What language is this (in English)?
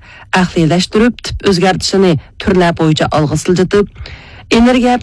Uyghur